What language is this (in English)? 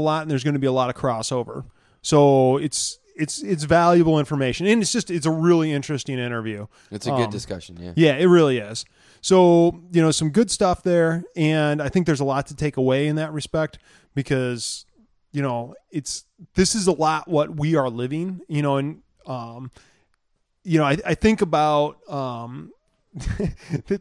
English